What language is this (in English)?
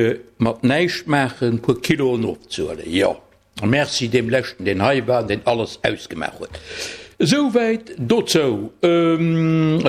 Luxembourgish